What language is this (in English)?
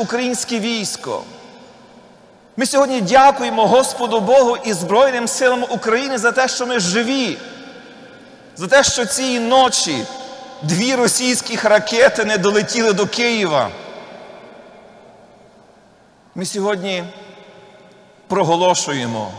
Ukrainian